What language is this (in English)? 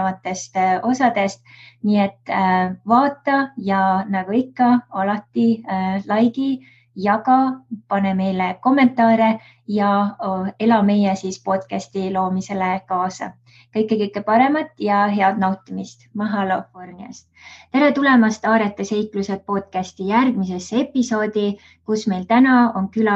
Estonian